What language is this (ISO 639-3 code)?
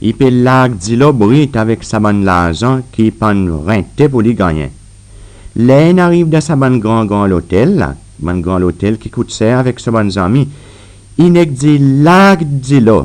crs